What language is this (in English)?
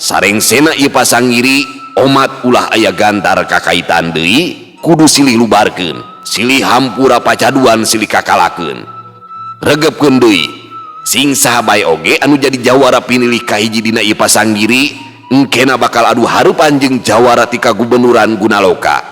Sundanese